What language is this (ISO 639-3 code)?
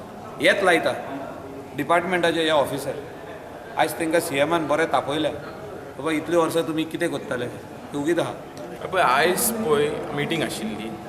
kok